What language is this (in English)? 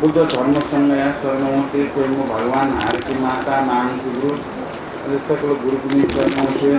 Newari